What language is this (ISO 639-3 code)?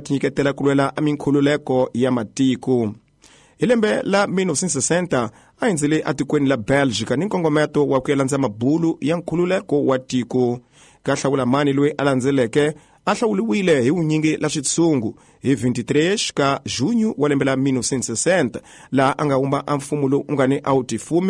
tso